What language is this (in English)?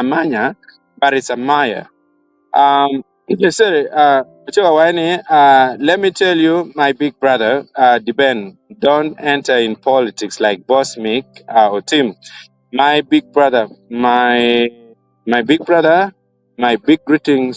Acoli